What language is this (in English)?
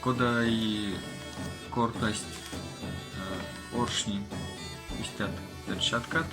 Erzya